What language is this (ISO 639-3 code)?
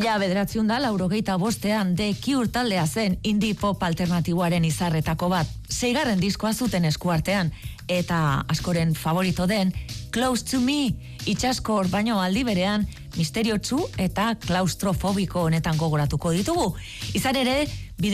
eus